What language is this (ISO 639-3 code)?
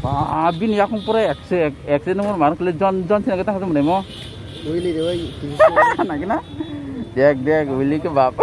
trp